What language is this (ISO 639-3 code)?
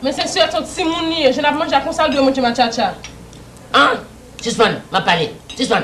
hat